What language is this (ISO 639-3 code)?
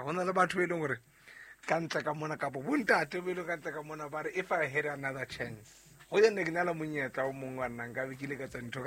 sot